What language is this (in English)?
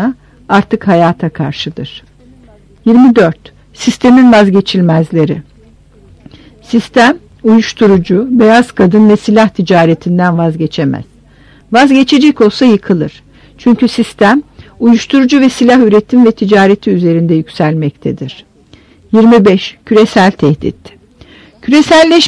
Turkish